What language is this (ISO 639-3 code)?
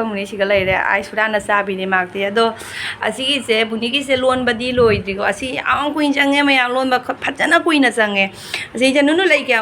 mni